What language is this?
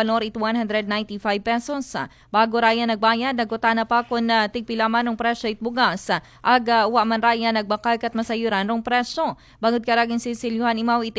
Aklanon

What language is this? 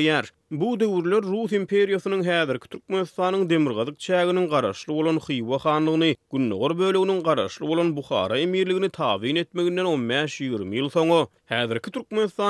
Turkmen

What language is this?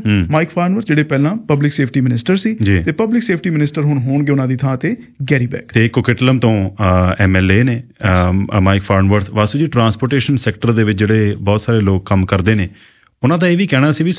Punjabi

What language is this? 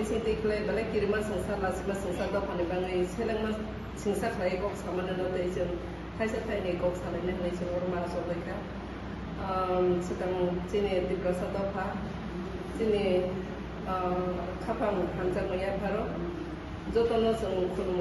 Kok Borok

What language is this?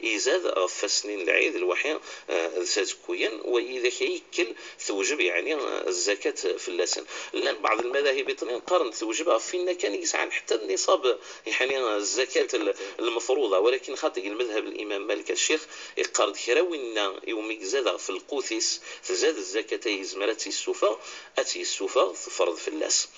Moroccan Arabic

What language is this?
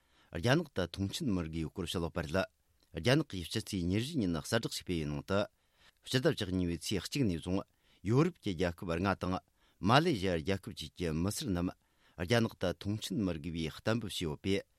Tibetan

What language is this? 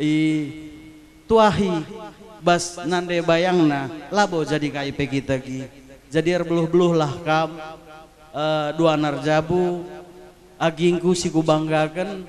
Batak Karo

